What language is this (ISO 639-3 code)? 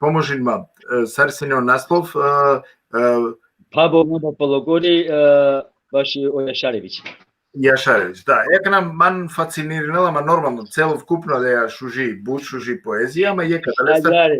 rmn